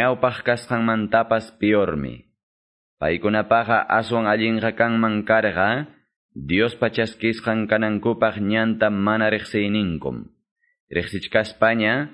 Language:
Quechua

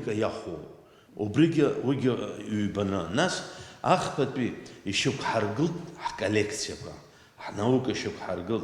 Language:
Abkhazian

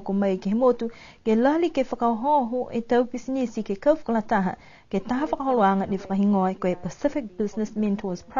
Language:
Niuean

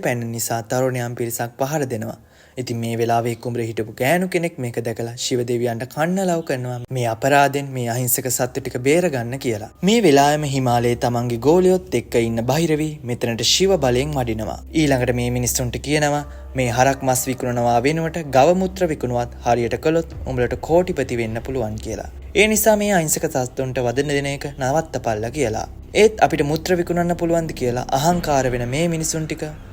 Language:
Sinhala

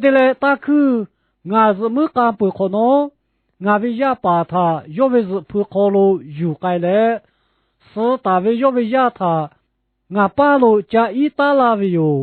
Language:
Lahu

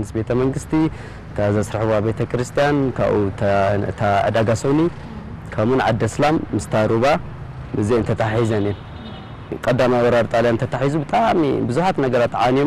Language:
Tigrinya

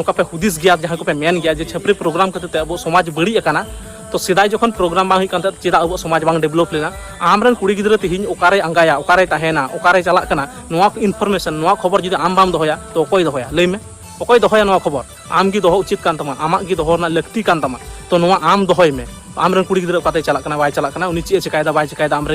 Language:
Santali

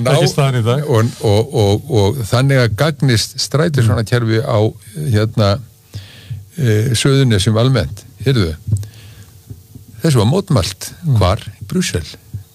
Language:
Icelandic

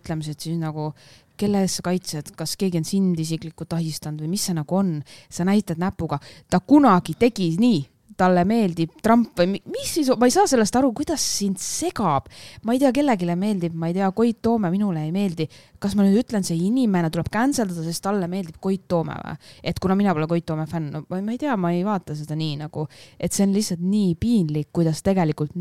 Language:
Estonian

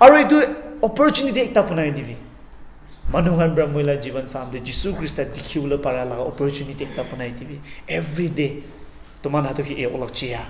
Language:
Konyak Naga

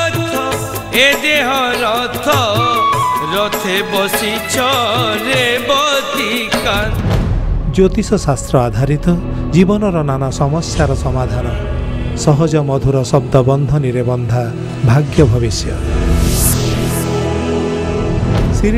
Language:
Odia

